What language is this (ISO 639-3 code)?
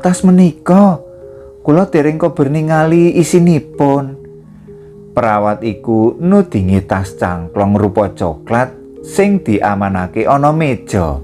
jav